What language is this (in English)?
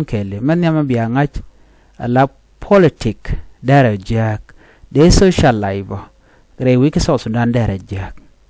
Nuer